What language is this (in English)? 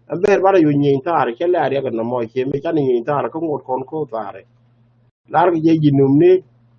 Nuer